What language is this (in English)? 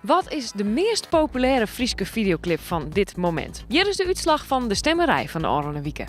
Western Frisian